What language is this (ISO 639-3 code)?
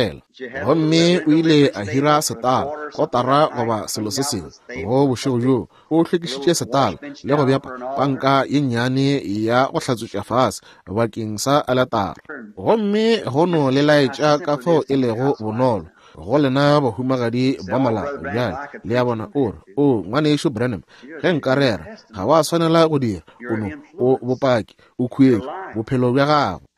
nso